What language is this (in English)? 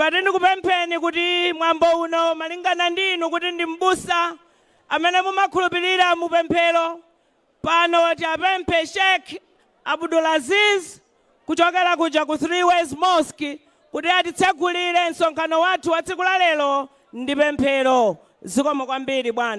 Nyanja